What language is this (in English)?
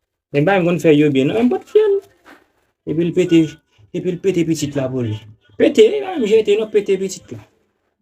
Haitian Creole